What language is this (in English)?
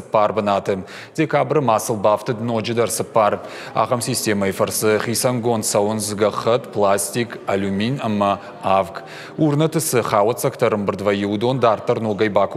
Ossetic